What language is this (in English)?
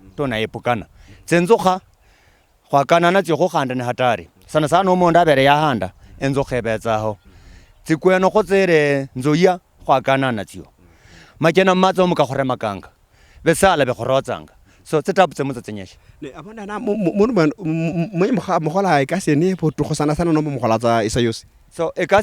Luyia